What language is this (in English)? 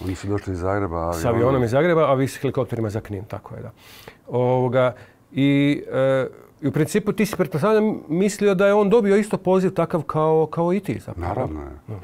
Croatian